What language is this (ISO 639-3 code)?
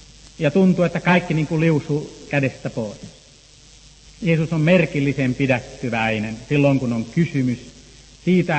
fin